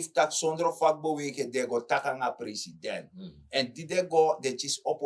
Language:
Sranan Tongo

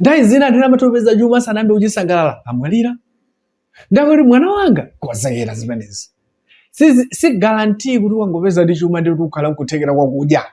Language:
Nyanja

